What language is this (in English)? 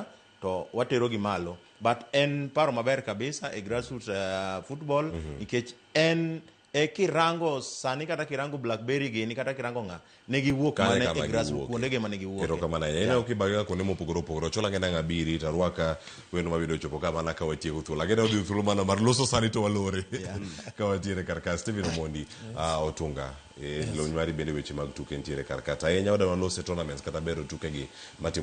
Luo (Kenya and Tanzania)